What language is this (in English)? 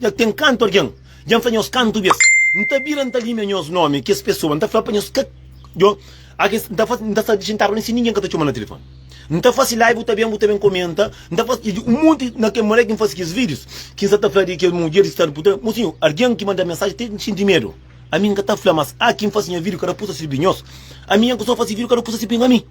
Kabuverdianu